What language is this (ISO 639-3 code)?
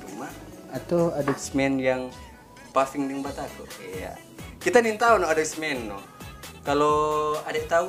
xmm